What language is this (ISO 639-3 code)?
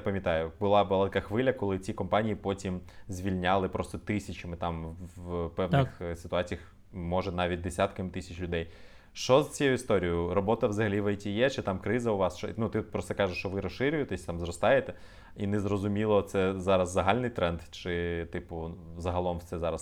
ukr